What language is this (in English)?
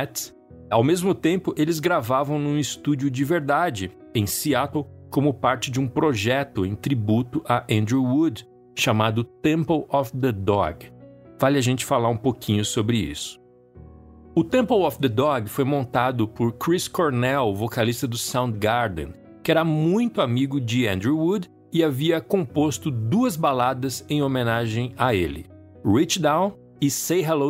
Portuguese